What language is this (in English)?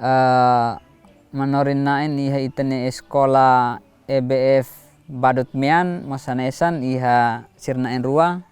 Tetum